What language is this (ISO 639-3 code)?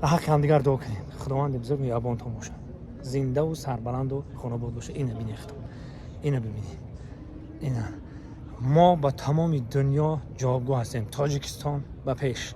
tgk